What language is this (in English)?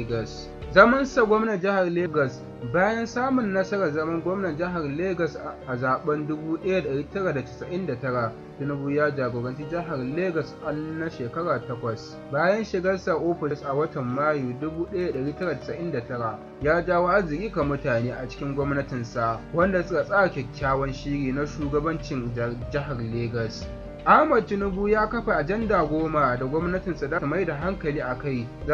Hausa